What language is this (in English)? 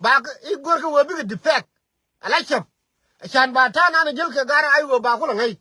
Nuer